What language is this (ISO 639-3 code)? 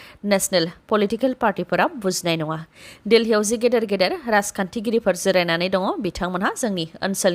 brx